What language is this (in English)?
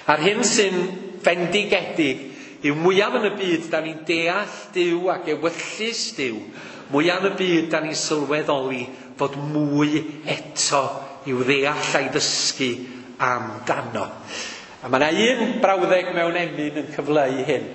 Welsh